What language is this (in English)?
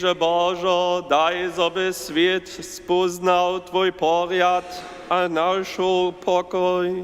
Upper Sorbian